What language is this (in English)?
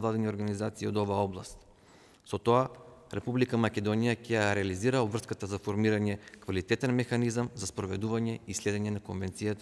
Macedonian